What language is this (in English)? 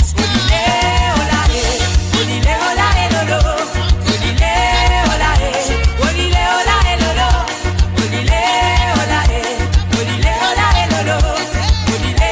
Morisyen